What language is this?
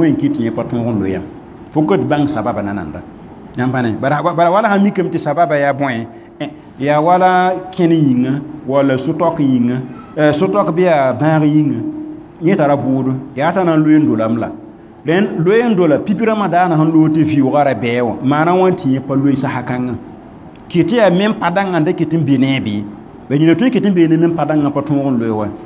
Mossi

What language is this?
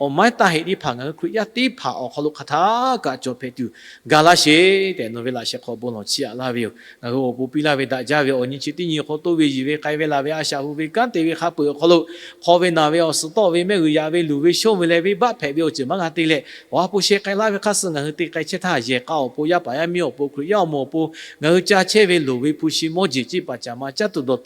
Lahu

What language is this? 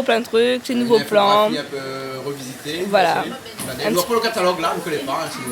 Réunion Creole French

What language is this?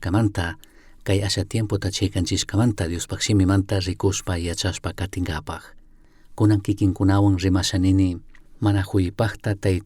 Chimborazo Highland Quichua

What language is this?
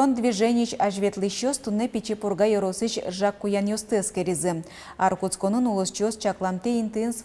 Udmurt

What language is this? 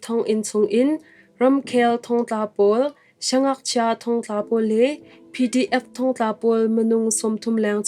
Hakha Chin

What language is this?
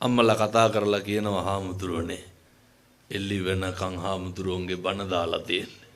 Sinhala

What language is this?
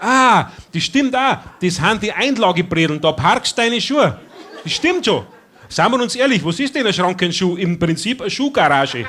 Bavarian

